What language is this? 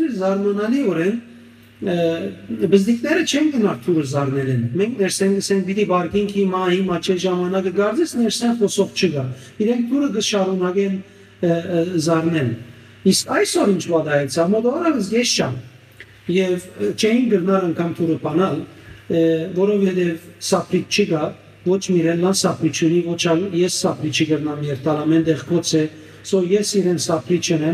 Western Armenian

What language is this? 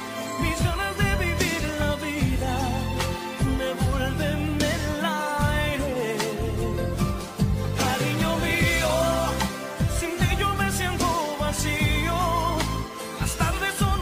Spanish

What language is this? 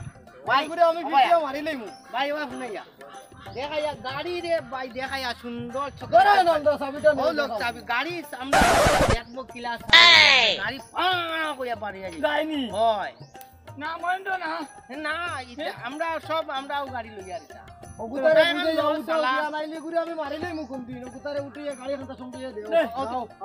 Sylheti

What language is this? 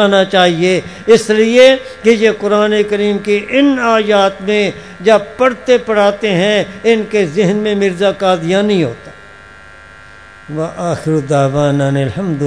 Urdu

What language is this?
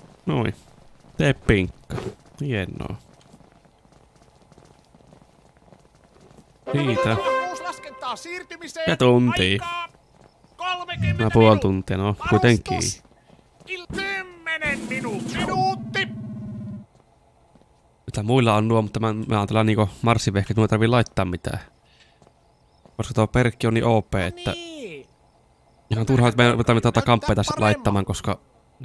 Finnish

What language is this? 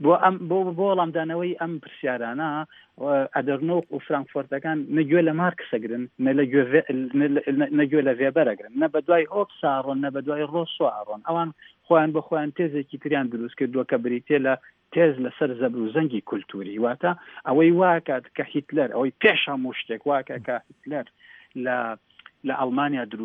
Central Kurdish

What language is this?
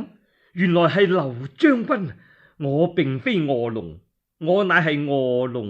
Cantonese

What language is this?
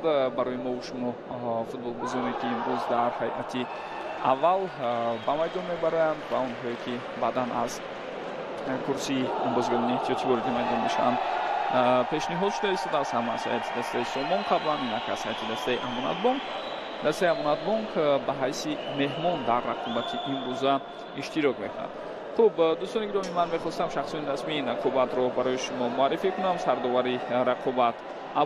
Tajik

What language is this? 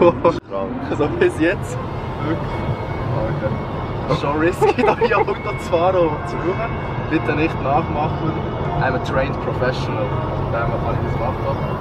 Swiss German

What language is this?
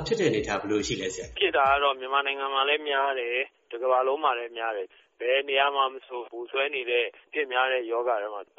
Burmese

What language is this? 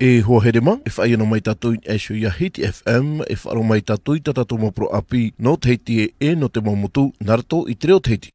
Tahitian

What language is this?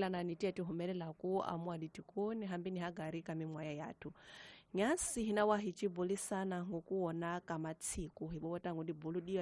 Tsonga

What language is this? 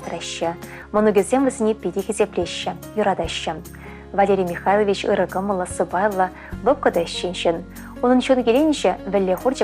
Chuvash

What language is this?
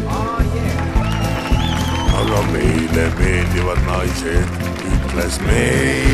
Estonian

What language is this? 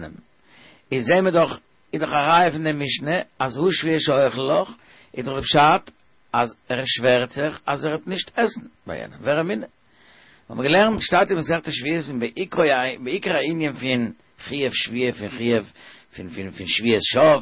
Yiddish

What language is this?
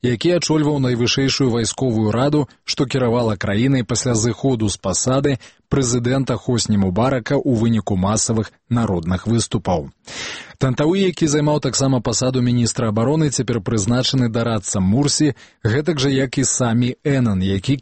Belarusian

